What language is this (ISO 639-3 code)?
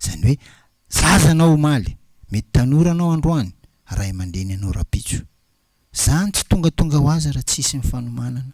mlg